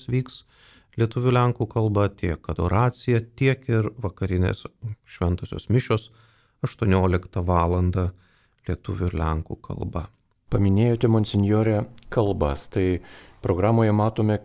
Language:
Lithuanian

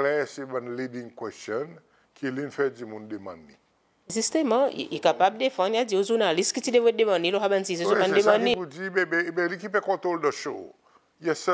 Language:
Seselwa Creole French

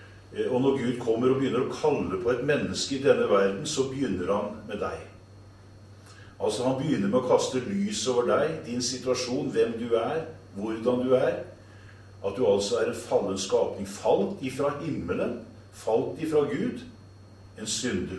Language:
Norwegian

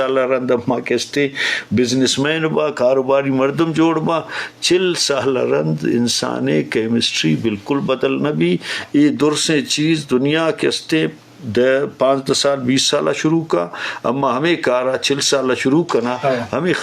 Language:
Eastern Balochi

